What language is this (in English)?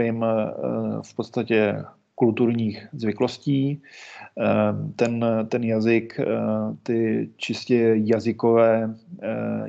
Czech